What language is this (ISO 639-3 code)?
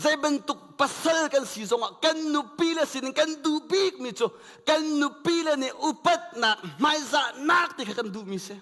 cnh